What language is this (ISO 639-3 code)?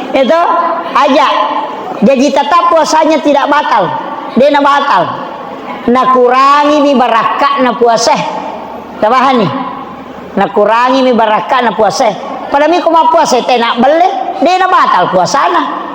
bug